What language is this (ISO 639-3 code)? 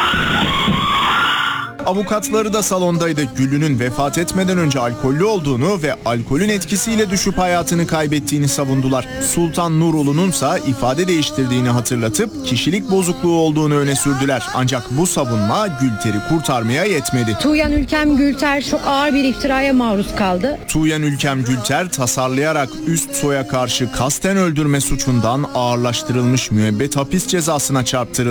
tur